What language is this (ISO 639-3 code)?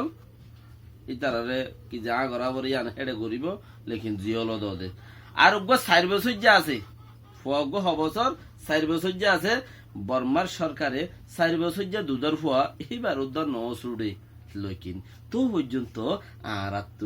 rhg